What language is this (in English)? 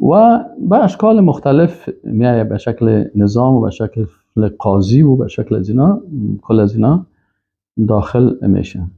Persian